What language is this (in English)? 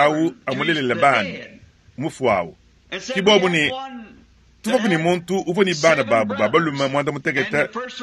Luba-Lulua